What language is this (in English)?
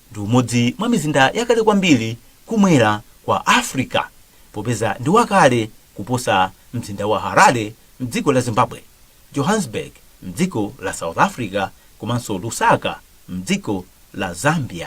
Nyanja